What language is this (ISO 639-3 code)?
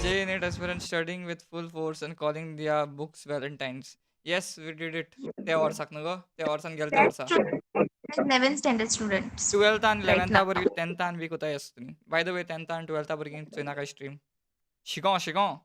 kok